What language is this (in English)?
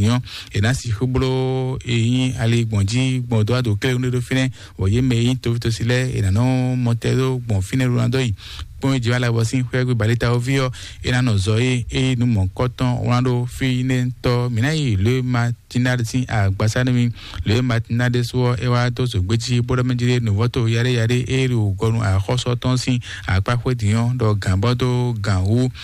Fon